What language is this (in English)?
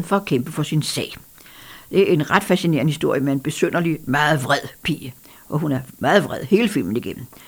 Danish